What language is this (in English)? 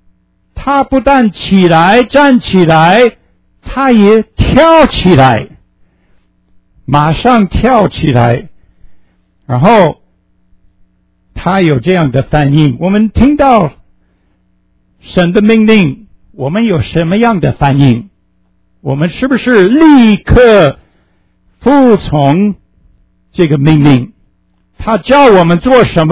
Chinese